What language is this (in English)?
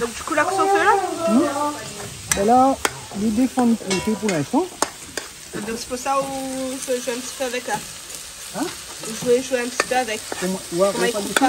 Réunion Creole French